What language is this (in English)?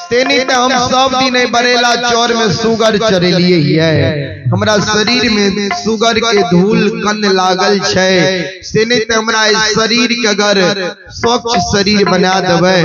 Maithili